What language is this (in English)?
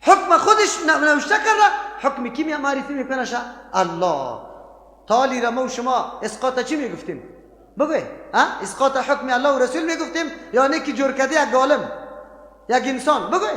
Persian